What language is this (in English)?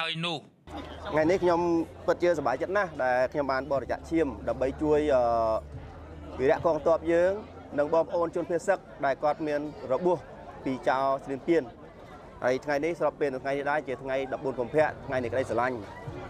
Khmer